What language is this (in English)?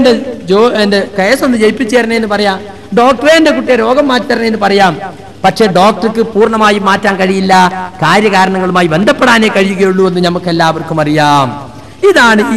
Malayalam